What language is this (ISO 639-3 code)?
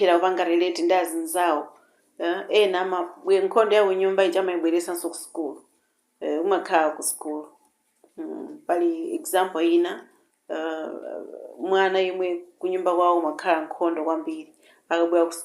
nya